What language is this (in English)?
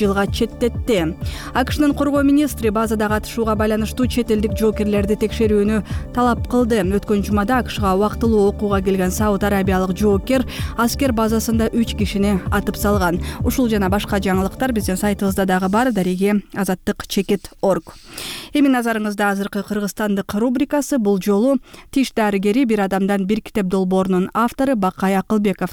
Kyrgyz